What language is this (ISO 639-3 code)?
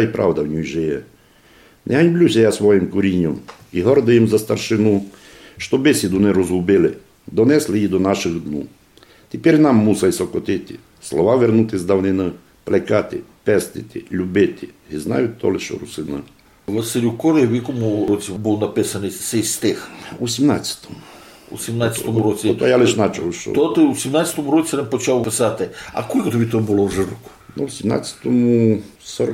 rue